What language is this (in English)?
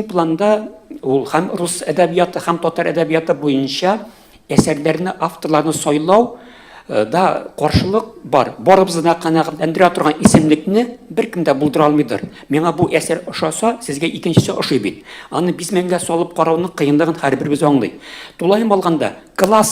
Tatar